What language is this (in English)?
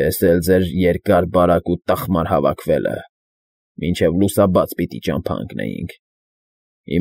Armenian